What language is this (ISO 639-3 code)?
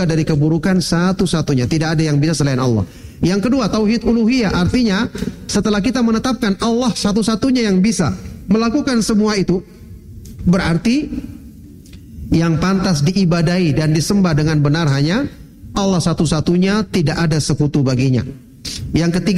ind